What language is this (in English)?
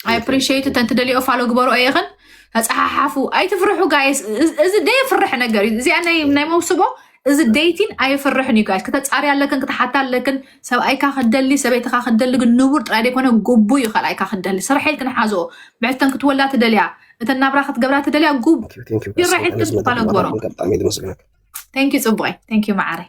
Tigrinya